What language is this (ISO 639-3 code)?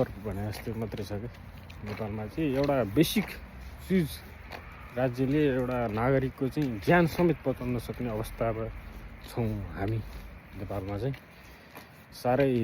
nep